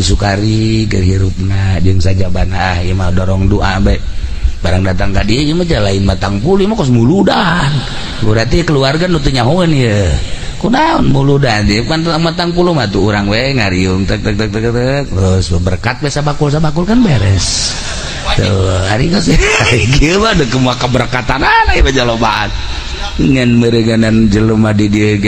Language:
Sundanese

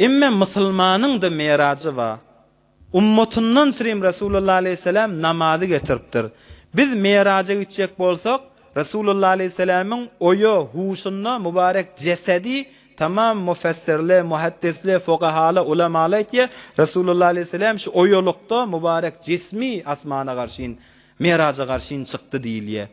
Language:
Turkmen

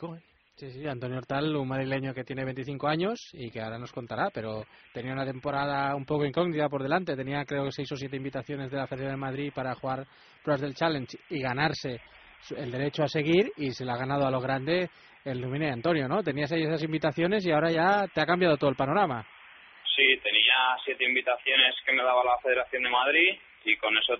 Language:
Spanish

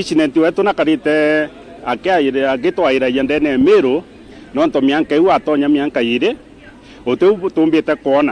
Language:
Meru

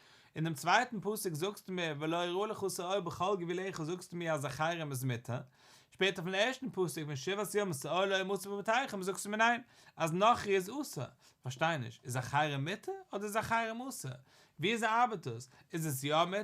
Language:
Yiddish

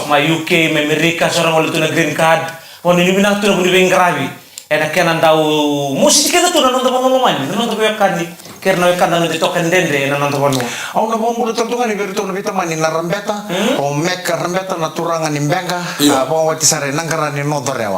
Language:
Fijian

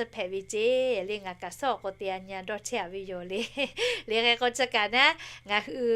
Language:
Lahu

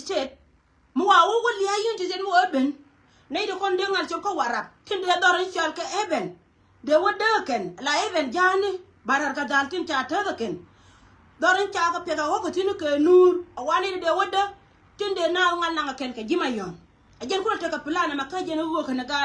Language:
Nuer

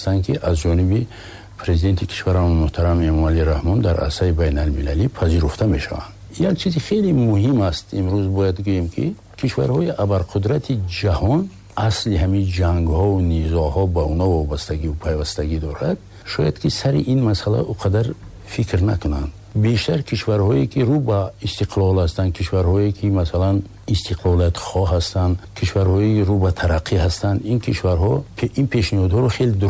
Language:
Tajik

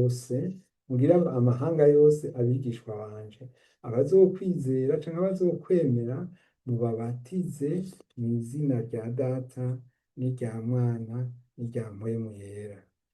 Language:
Rundi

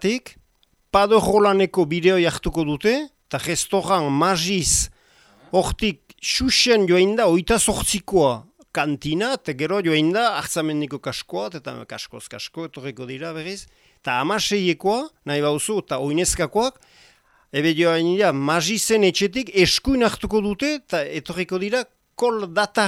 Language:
Basque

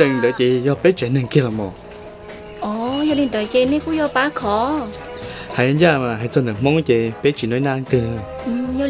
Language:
Hmong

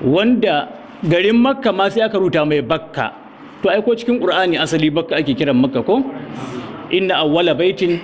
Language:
Hausa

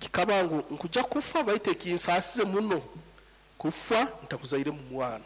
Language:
Nyankole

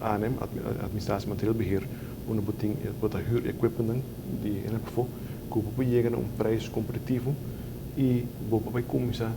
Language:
Papiamento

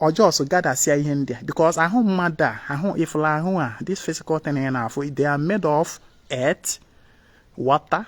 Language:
Igbo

